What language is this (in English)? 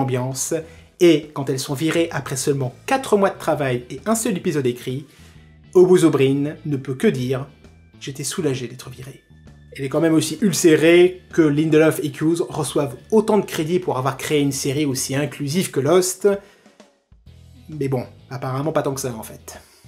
French